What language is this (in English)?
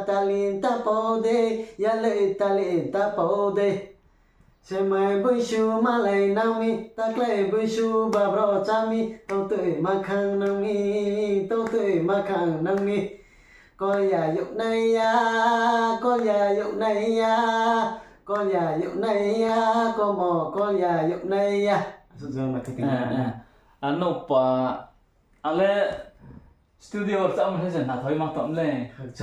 Riang (India)